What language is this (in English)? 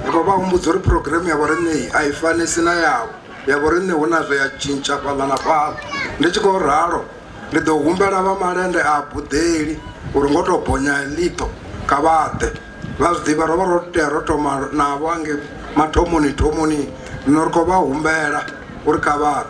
Venda